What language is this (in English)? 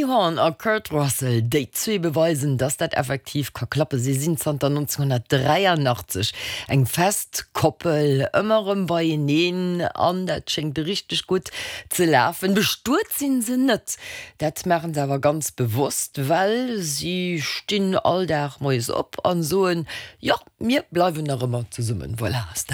Luxembourgish